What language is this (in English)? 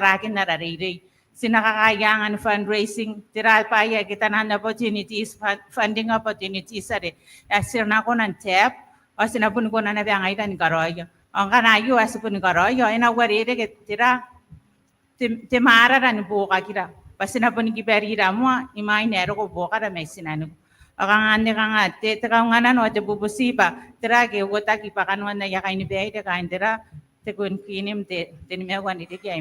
Gilbertese